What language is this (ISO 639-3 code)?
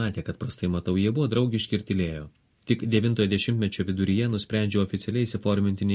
lit